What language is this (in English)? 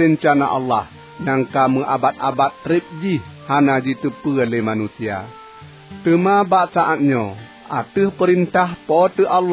Achinese